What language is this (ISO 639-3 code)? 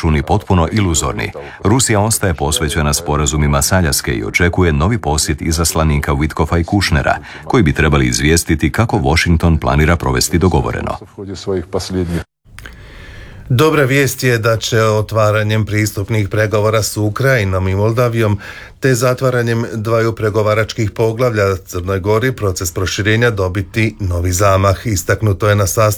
hrv